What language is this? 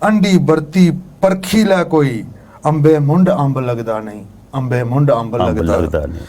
Dogri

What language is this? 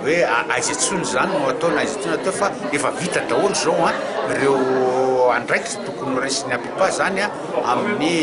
Malagasy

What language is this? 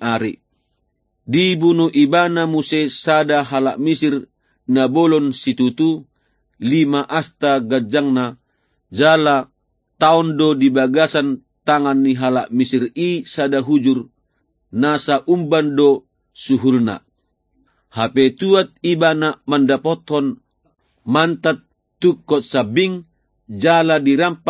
Batak Toba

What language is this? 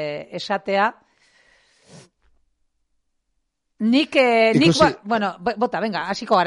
Basque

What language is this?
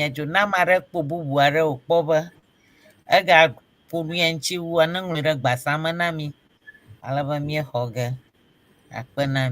Ewe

